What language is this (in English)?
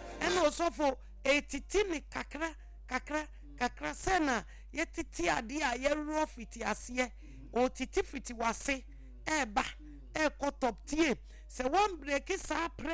Akan